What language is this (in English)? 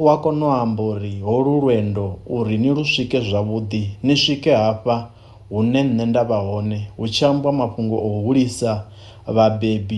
Venda